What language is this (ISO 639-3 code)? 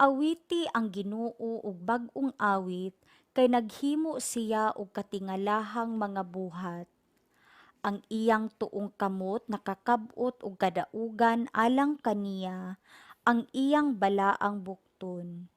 ceb